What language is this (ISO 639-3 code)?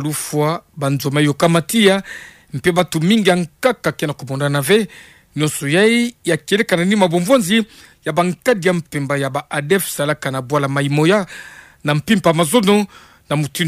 ktu